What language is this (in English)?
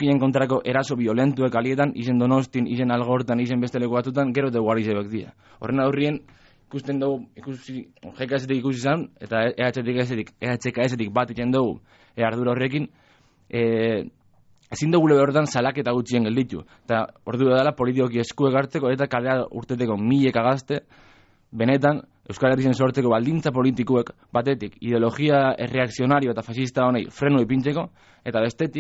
Basque